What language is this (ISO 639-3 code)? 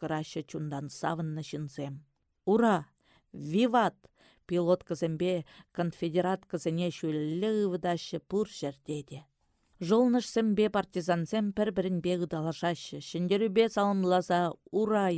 chv